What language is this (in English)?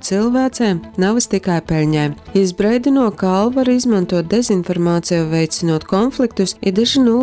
Latgalian